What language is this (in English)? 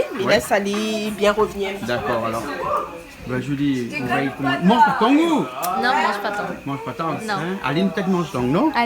Réunion Creole French